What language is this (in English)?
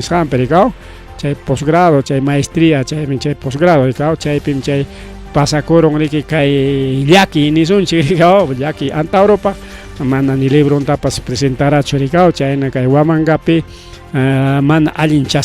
Ayacucho Quechua